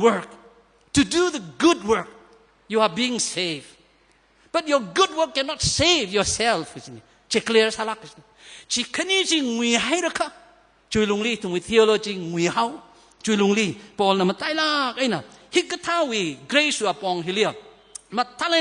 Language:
Tangkhul Naga (India)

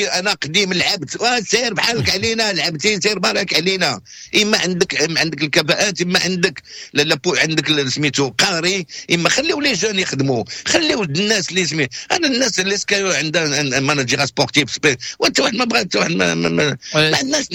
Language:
Moroccan Arabic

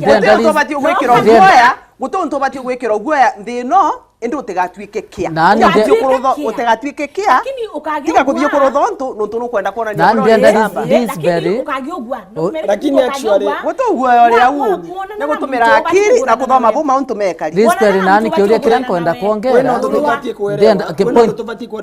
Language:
Meru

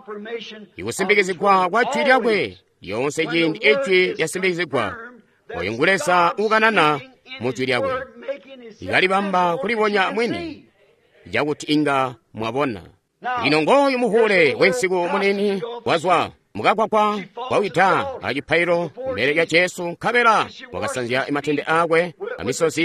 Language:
Tonga (Zambia)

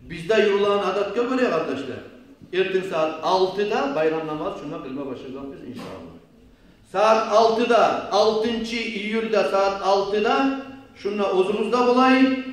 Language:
Kumyk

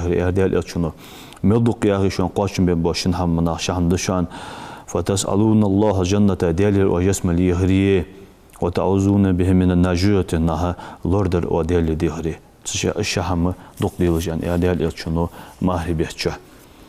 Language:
Ingush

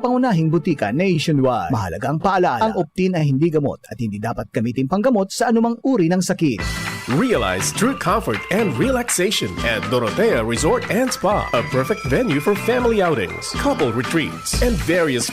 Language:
Bikol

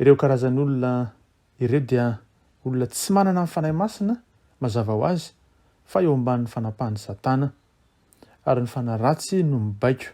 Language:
Malagasy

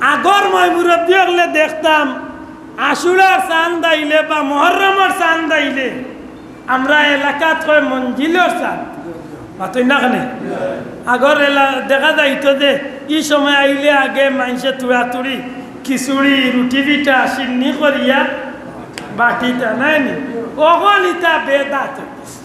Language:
Sylheti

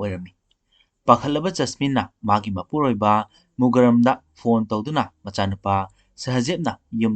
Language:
Manipuri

